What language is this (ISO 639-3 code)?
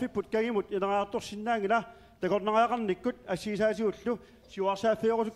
kal